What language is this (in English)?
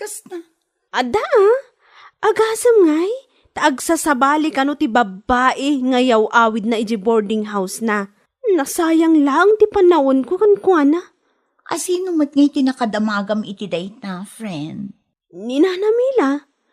Iloko